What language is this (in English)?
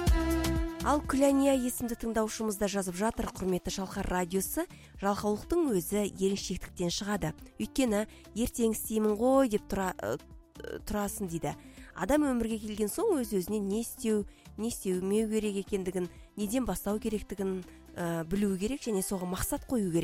Kazakh